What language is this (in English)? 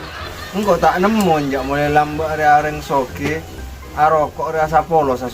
Madurese